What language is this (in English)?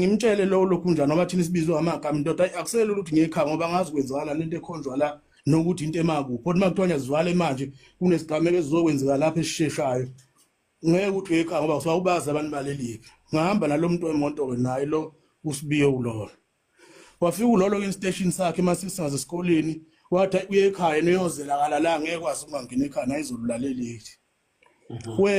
Zulu